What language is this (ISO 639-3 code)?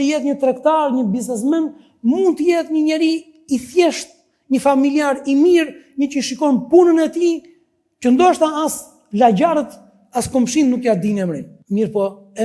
sqi